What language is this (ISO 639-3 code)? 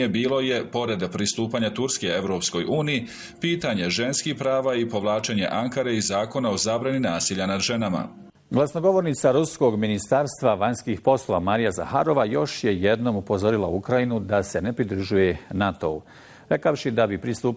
bos